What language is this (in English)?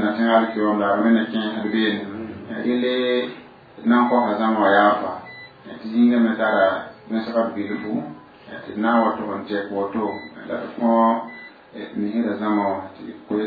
Mossi